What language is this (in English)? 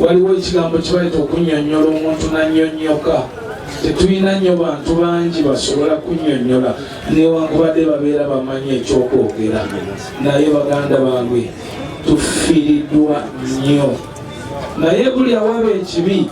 Ganda